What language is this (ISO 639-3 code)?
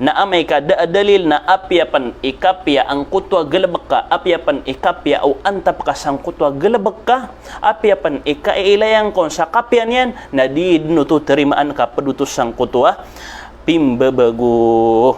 mrw